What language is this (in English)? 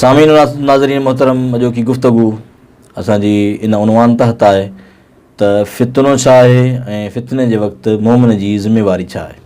Sindhi